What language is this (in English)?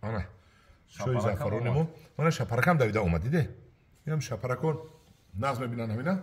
Tajik